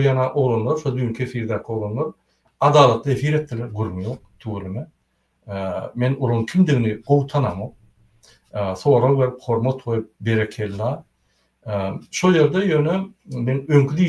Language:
Turkmen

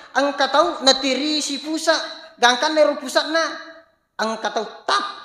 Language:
Buginese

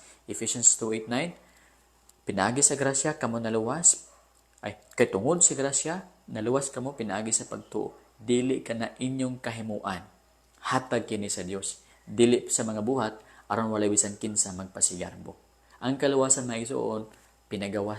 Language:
Cebuano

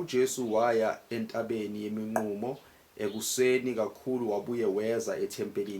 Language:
Zulu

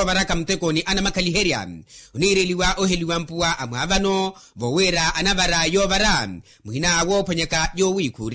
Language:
Makhuwa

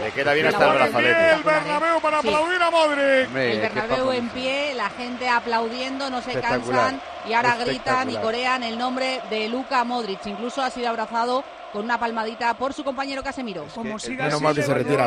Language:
Spanish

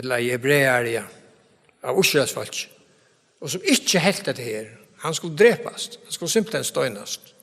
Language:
Faroese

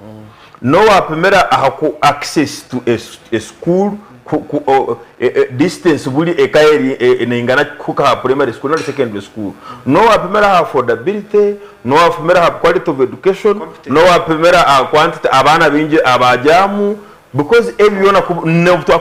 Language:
Nyankole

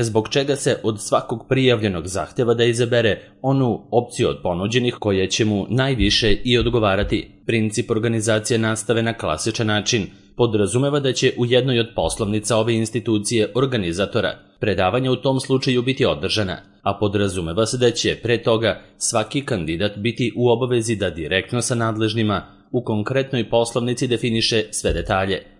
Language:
Serbian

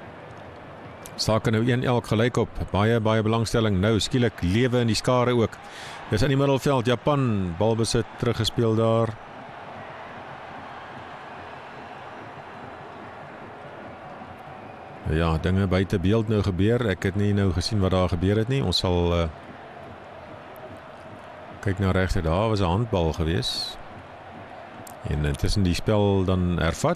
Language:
Afrikaans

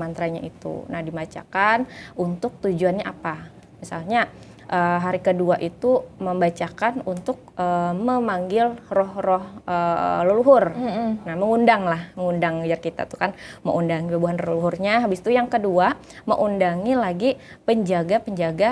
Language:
Banjar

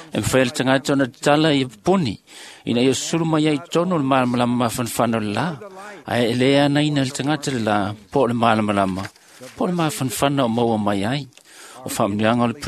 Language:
Samoan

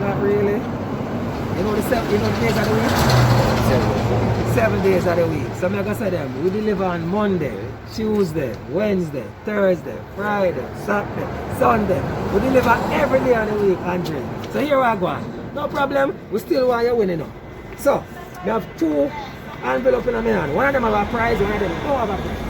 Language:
Jamaican Creole English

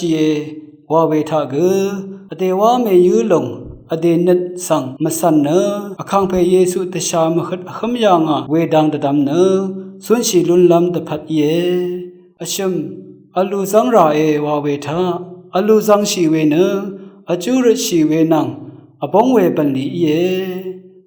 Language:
Rawang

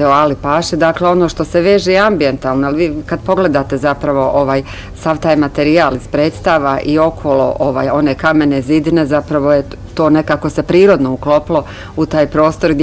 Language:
Bosnian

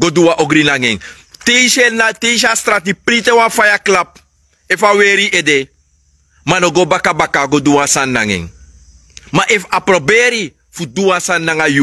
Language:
Sranan Tongo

